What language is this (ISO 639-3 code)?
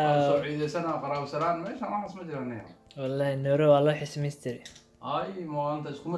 som